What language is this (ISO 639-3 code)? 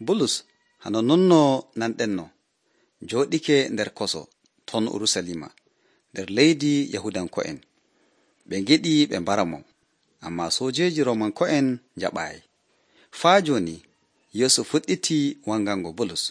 fuv